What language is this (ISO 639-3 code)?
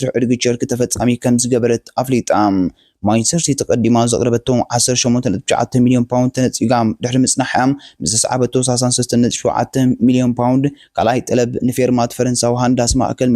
tir